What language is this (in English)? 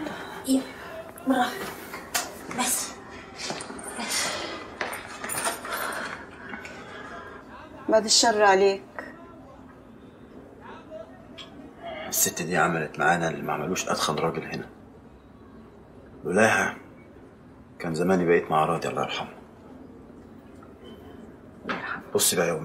Egyptian Arabic